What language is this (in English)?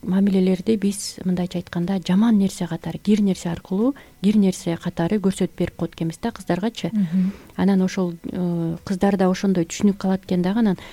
Kyrgyz